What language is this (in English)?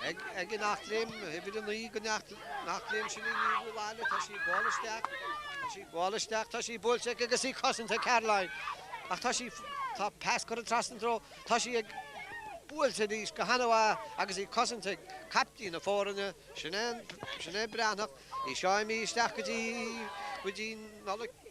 Irish